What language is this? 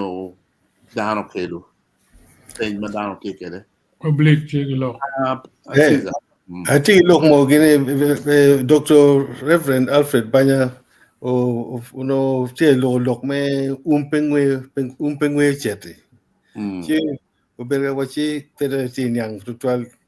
Acoli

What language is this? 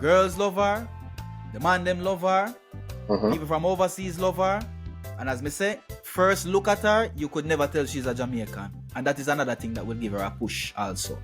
Jamaican Creole English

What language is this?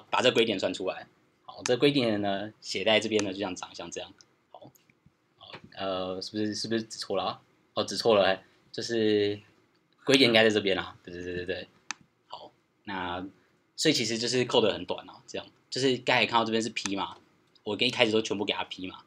Chinese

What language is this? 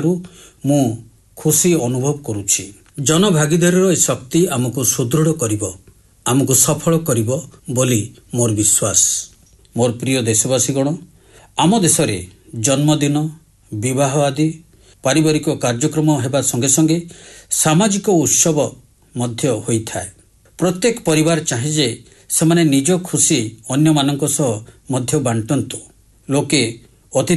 Odia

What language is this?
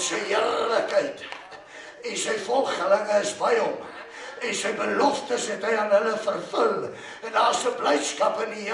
Afrikaans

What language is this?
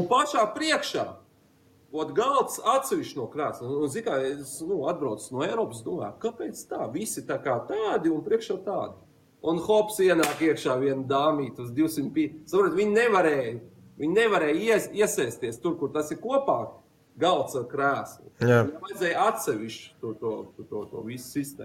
Latvian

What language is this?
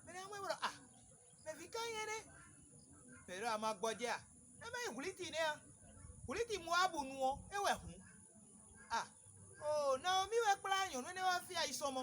Fon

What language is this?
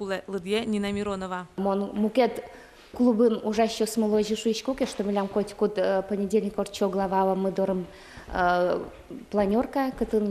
Udmurt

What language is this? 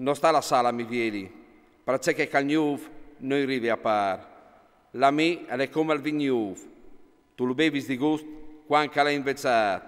Friulian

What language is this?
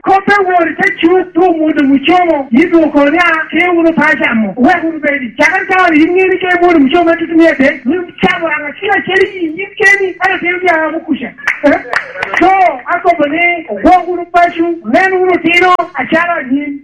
Lango (Uganda)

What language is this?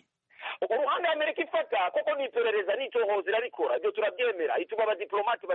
Kinyarwanda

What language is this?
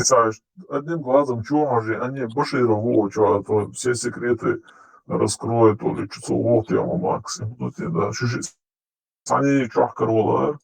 Chechen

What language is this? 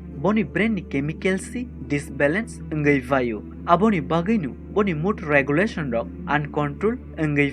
Kok Borok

